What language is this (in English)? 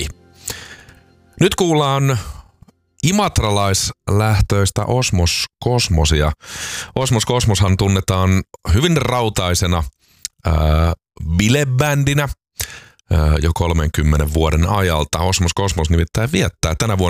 Finnish